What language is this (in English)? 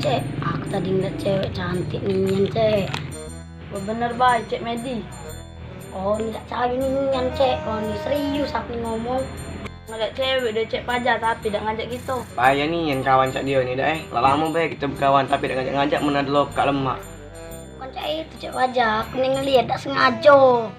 Musi